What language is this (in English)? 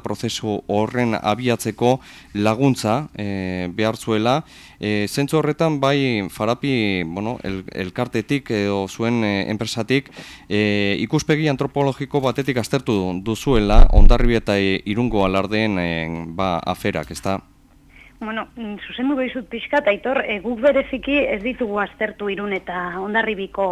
Basque